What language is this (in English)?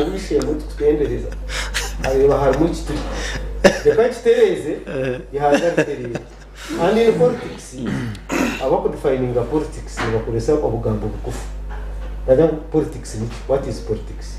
Nyankole